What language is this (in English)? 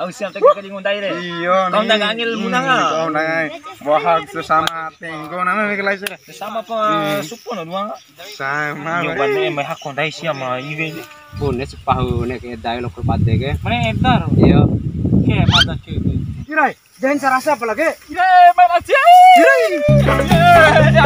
Bima